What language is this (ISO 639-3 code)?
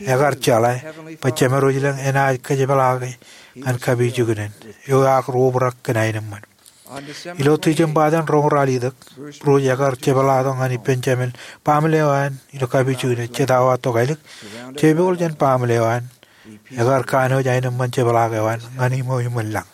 mah